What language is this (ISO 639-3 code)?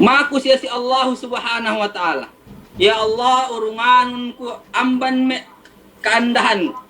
yka